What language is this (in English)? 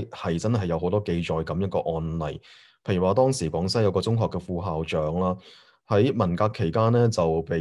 Cantonese